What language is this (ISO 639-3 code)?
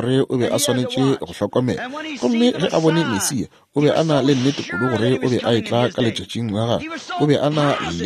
nso